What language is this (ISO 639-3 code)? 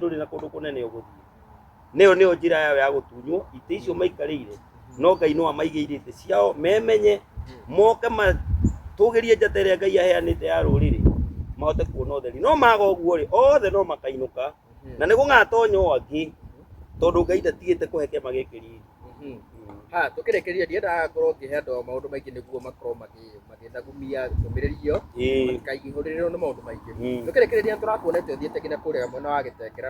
kik